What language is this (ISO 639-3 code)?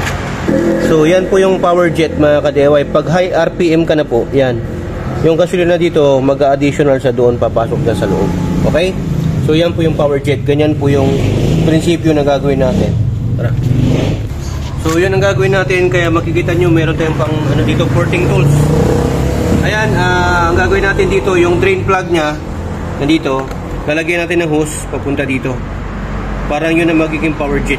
fil